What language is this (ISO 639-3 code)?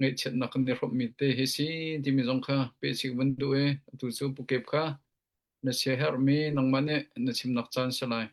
cnh